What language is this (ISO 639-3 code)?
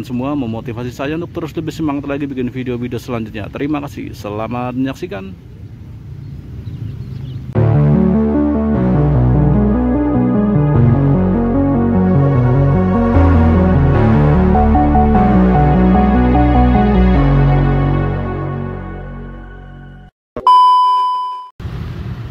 ind